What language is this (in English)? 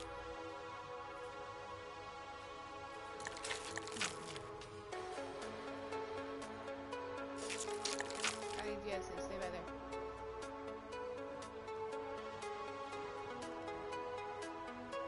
English